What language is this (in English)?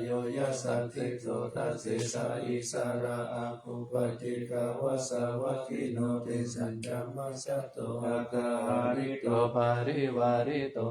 Pali